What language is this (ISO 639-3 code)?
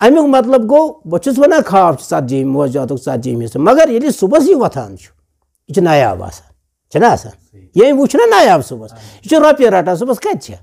kas